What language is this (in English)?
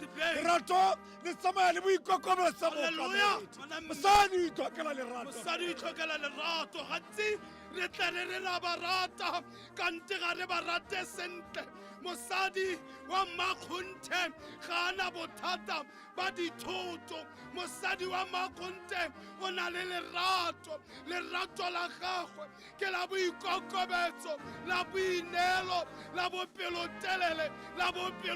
Tswana